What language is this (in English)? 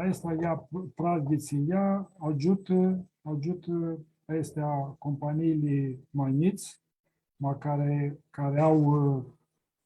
Aromanian